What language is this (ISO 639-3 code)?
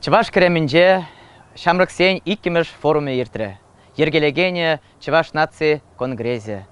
chv